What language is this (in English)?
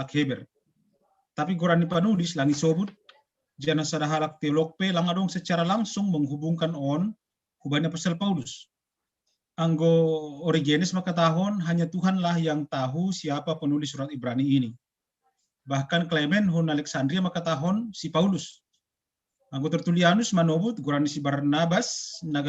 Batak Simalungun